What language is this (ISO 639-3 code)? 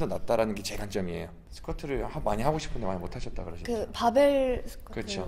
kor